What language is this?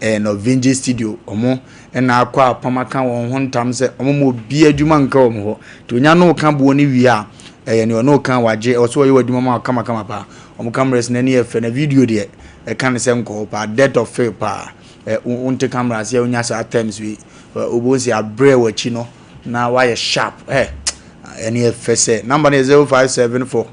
Akan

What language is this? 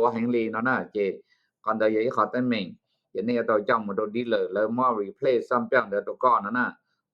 Hmong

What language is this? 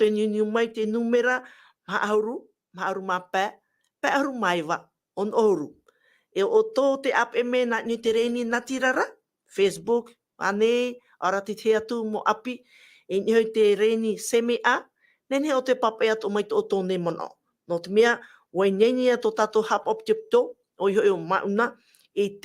Tahitian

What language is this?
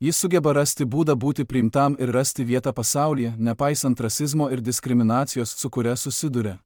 Lithuanian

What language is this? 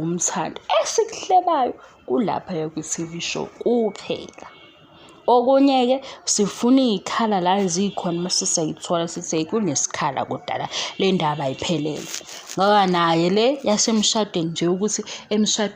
Zulu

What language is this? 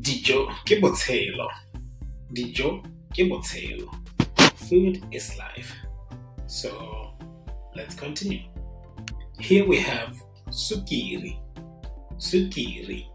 Tswana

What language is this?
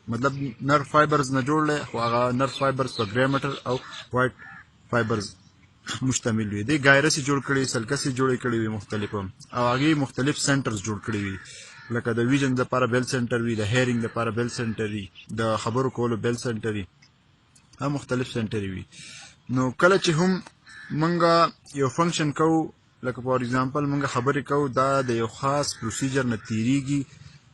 Pashto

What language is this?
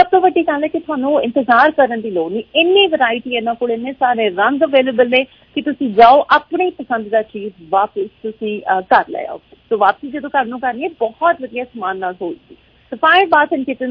Punjabi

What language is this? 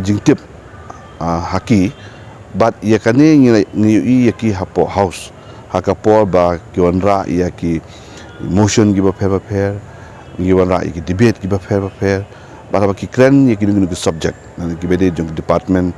Khasi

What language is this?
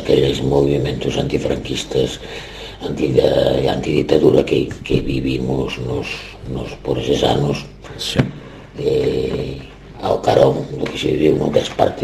Galician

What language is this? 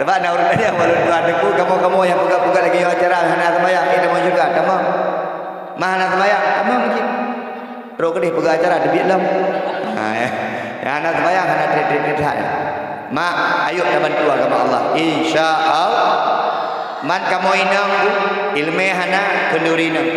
Achinese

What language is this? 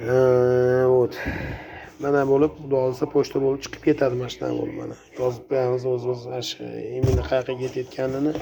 Uzbek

